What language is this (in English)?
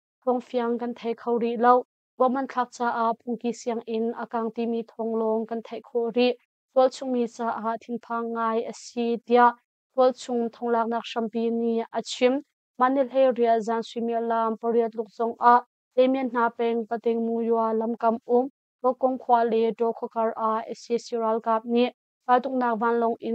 Hakha Chin